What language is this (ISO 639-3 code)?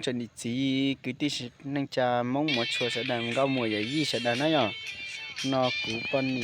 hmn